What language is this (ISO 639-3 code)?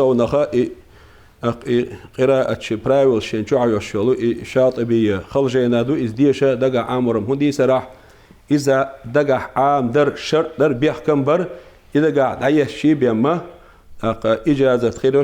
che